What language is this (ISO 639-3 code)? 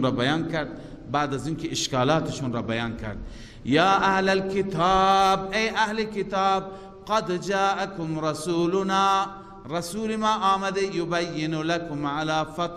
fas